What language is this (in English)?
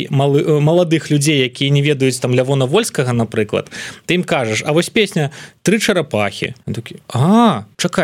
Belarusian